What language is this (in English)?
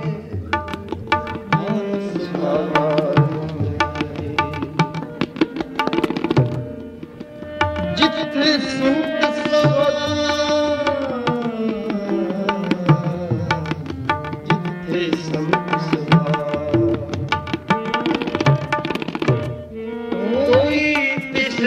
Punjabi